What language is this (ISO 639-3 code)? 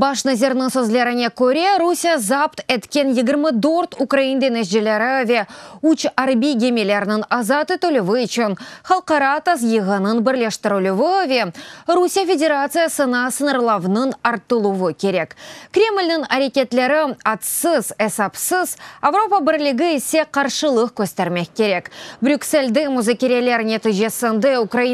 crh